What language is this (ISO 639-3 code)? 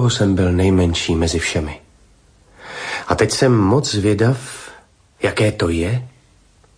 ces